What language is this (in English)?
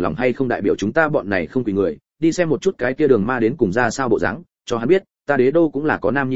Vietnamese